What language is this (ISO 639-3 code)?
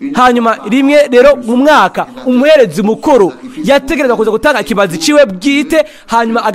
run